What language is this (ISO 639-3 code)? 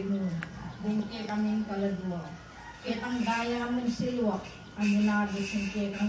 pam